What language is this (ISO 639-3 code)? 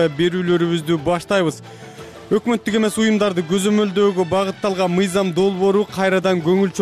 kir